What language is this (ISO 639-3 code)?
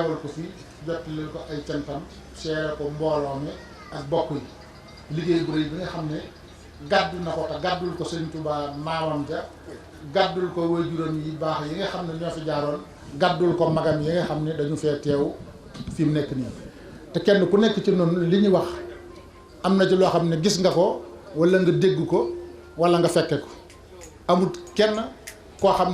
wol